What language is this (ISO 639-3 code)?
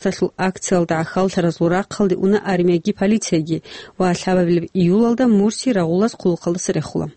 ava